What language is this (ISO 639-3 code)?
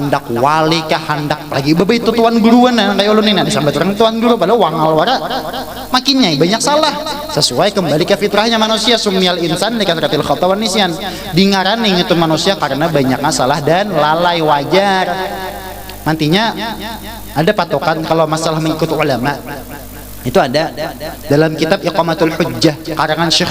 bjn